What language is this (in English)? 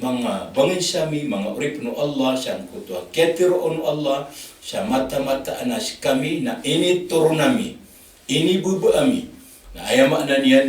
Maranao